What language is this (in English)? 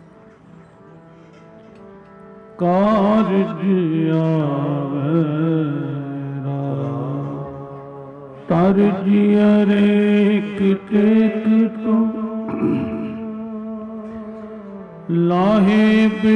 Punjabi